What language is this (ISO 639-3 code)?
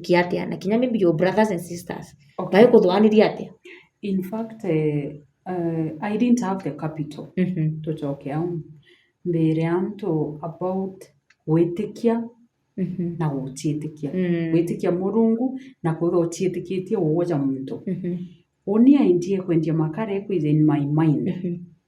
mer